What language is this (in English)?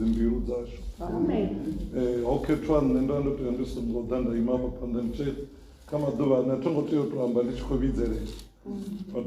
Venda